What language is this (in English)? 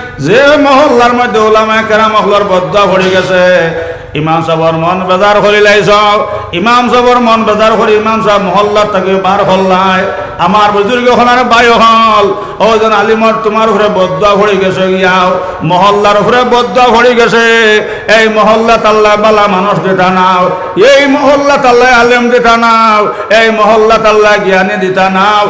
Sylheti